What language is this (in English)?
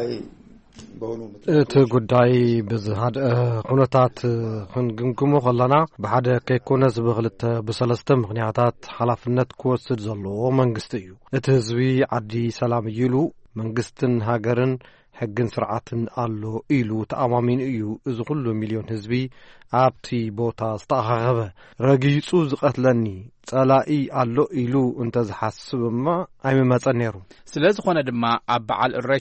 Tigrinya